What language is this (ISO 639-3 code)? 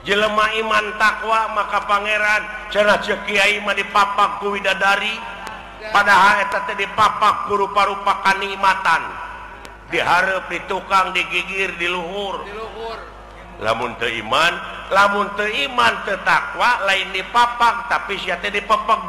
sun